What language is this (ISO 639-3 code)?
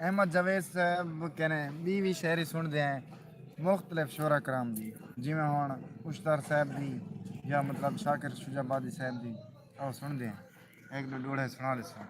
skr